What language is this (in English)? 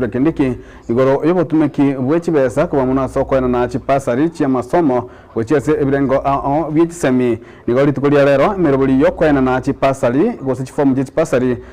Gusii